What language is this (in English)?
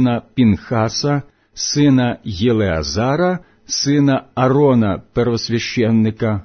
Ukrainian